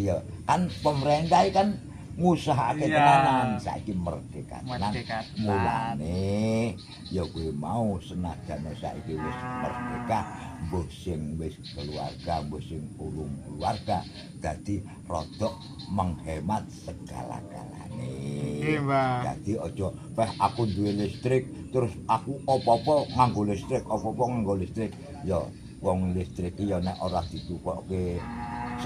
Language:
Javanese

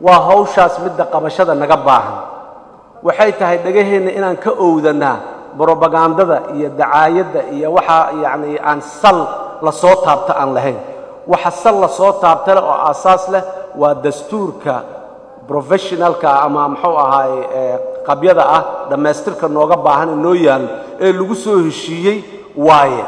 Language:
Somali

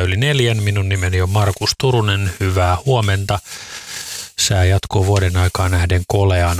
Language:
Finnish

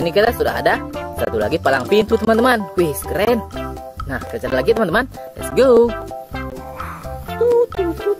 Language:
Indonesian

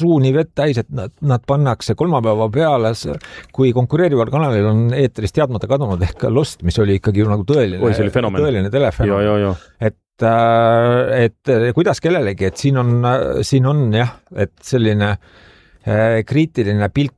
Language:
Estonian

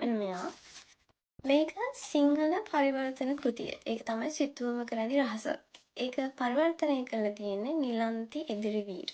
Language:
Sinhala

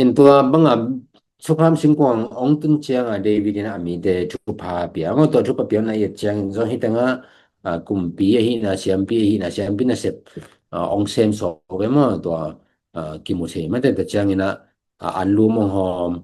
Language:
Tedim Chin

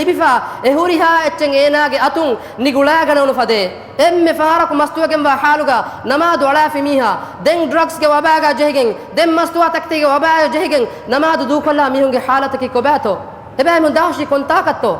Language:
Divehi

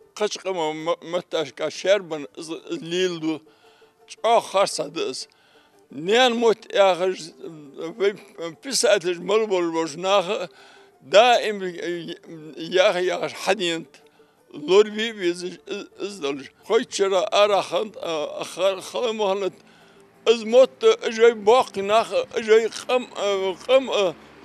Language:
Ingush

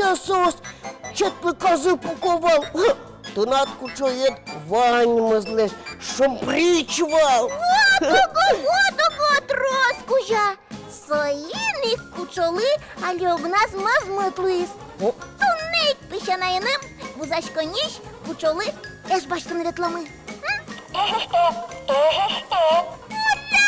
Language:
Udmurt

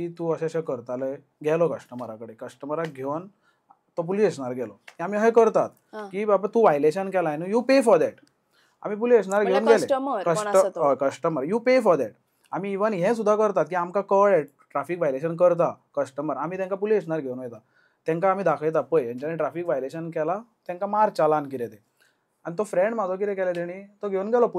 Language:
Konkani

